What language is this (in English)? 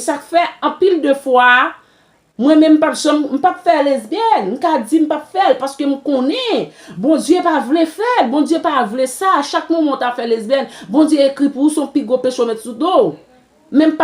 Haitian Creole